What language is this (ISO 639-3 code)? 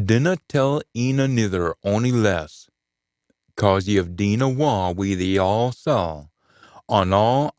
sco